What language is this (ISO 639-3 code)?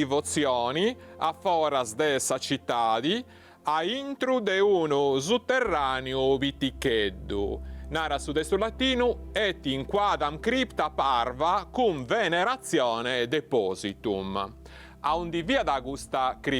srd